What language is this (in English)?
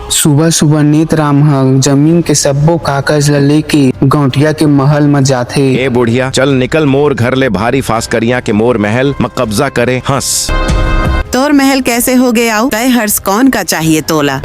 Chhattisgarhi